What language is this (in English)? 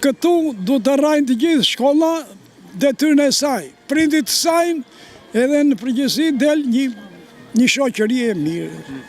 Albanian